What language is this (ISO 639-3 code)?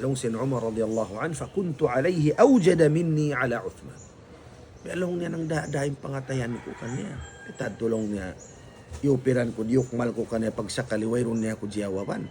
tsg